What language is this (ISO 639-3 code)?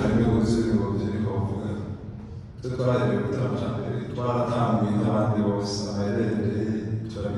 run